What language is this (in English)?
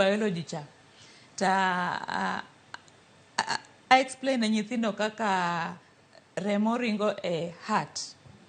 Luo (Kenya and Tanzania)